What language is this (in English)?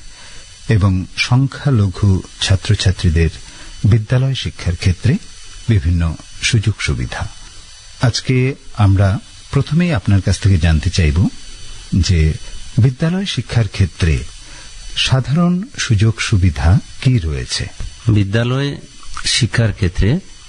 Bangla